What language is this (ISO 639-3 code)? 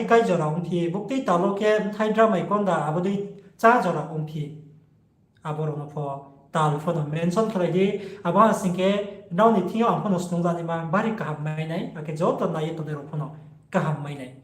ria